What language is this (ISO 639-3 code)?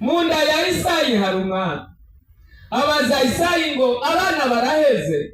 run